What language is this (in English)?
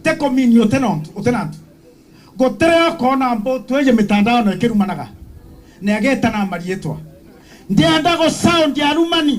Meru